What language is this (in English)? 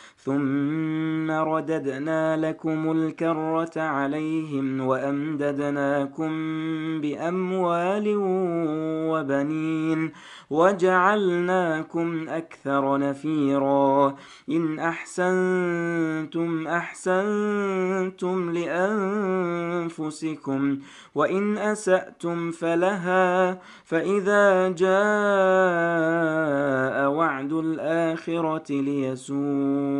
Arabic